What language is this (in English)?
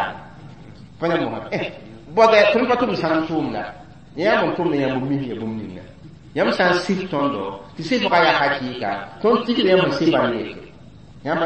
Mossi